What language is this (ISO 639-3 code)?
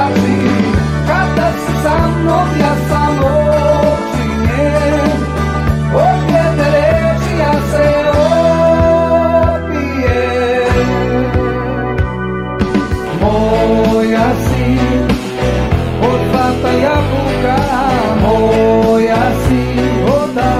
srp